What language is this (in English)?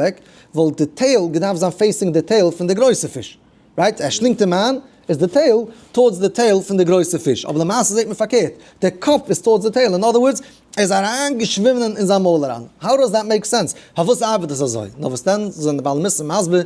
Yiddish